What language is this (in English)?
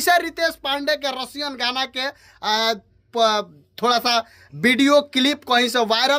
Bhojpuri